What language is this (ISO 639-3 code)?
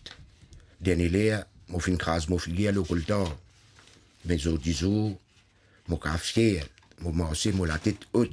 mfe